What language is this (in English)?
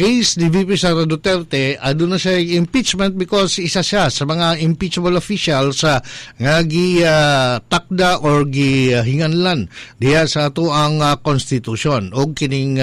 Cebuano